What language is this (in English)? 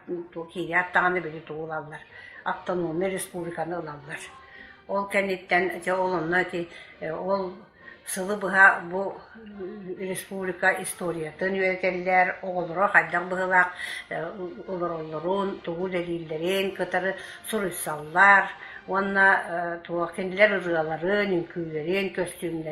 Yakut